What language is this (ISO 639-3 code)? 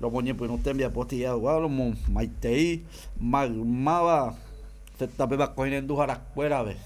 grn